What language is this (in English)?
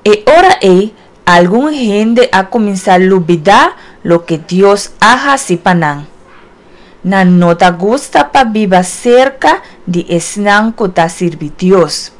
Papiamento